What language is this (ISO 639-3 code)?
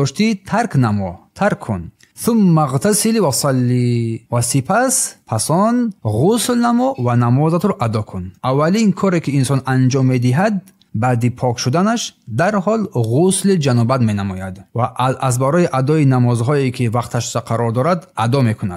tgk